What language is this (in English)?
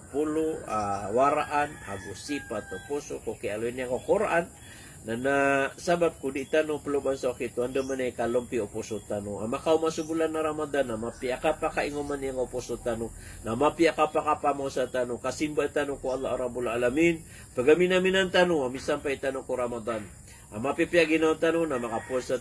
Maranao